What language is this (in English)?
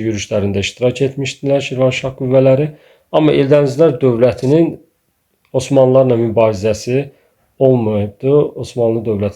Azerbaijani